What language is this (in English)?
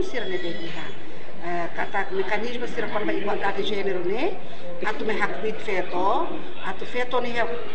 Tetum